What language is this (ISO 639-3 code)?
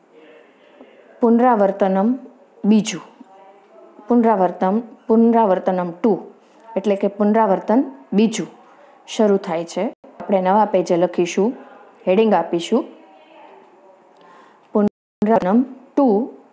guj